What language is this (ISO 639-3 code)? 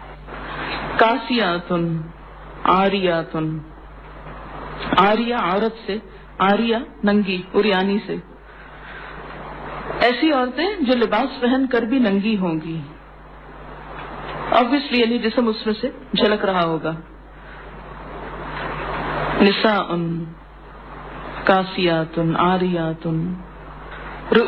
urd